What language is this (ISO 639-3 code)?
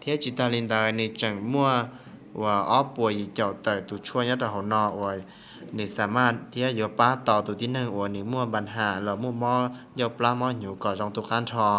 hmn